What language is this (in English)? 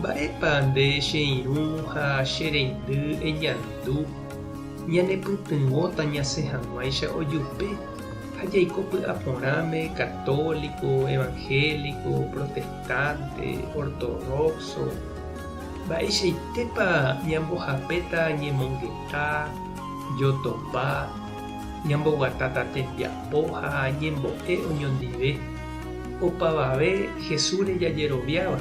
Guarani